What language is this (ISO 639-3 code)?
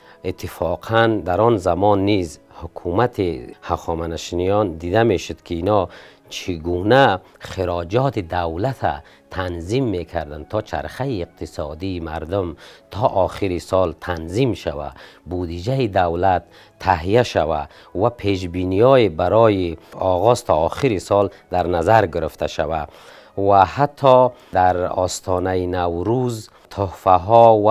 tgk